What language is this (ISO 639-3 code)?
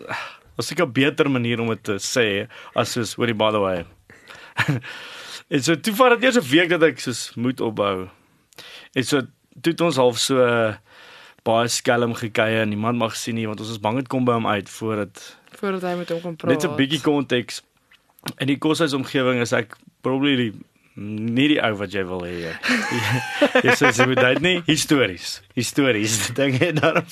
afr